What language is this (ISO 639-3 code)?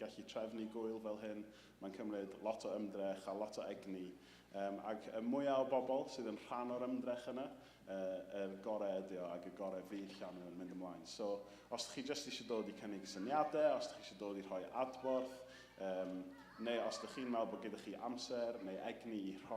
cym